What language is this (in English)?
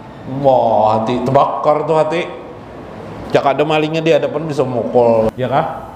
Indonesian